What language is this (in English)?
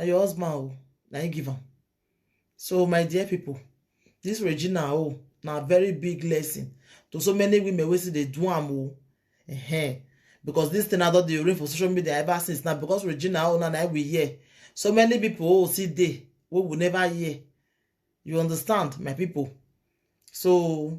Nigerian Pidgin